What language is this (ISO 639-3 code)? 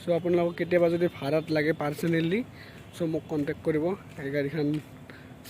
asm